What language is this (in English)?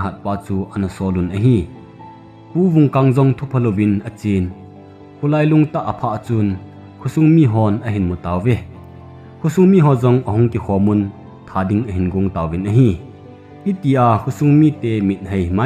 Thado Chin